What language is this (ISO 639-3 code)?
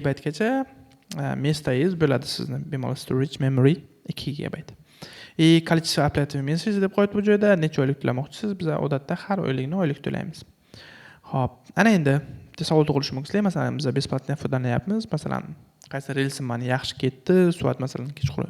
uzb